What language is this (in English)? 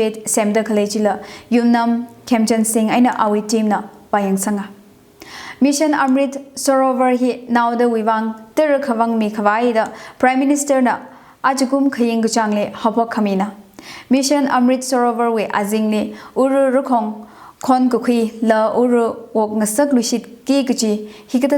Tangkhul Naga (India)